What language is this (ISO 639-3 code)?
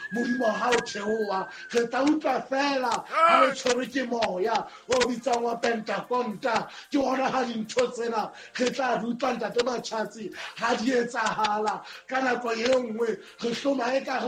sot